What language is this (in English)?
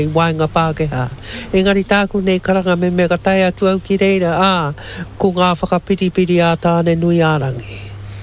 Māori